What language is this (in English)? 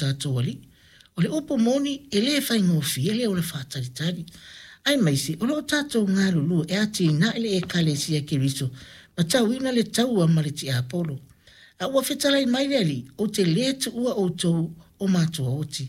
Samoan